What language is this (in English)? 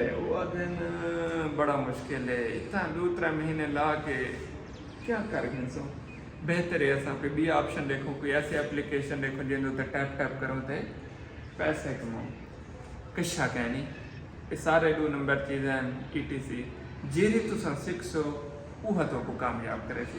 Saraiki